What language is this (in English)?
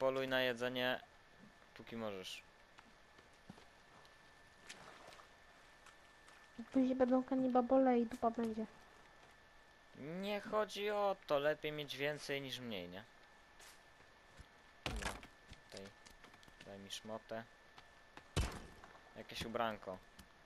Polish